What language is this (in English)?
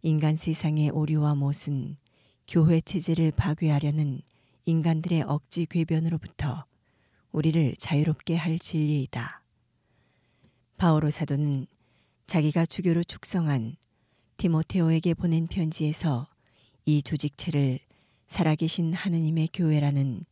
Korean